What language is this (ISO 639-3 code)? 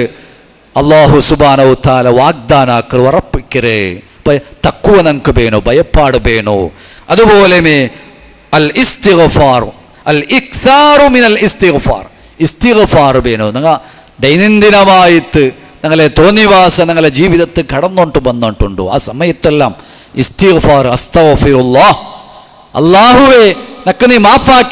mal